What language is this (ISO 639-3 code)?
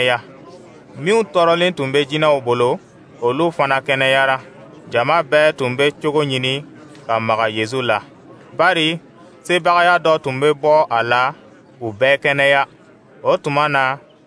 dyu